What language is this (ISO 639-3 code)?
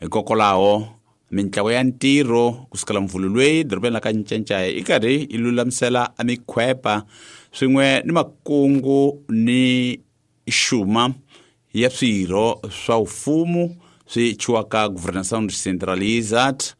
tso